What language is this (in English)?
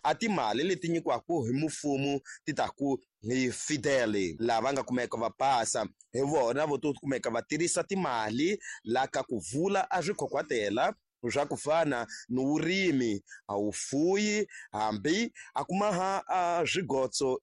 Tsonga